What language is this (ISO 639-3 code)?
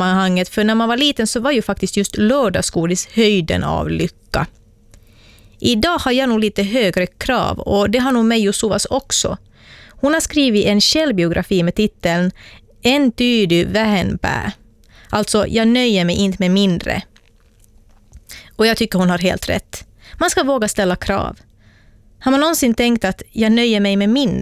swe